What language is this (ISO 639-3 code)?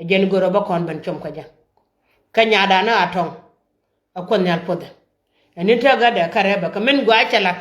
nus